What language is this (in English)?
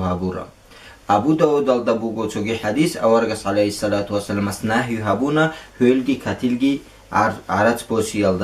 Avaric